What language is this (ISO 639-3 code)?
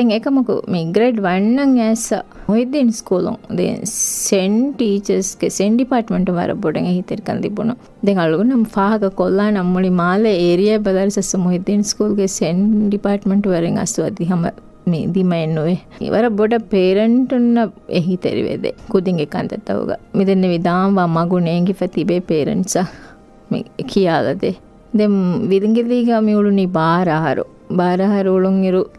div